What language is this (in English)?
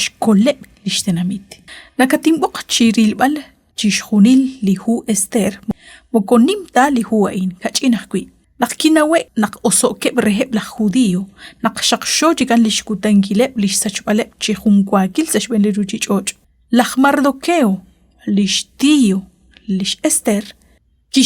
Kekchí